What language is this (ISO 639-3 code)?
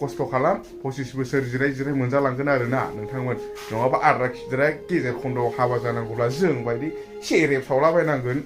brx